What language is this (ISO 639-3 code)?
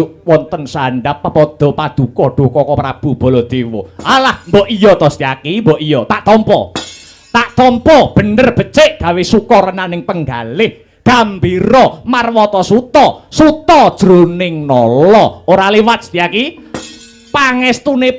jav